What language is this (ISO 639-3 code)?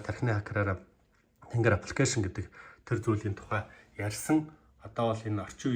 mon